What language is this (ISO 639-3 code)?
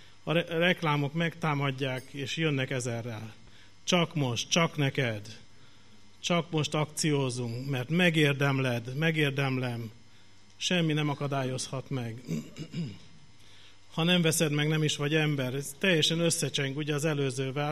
hun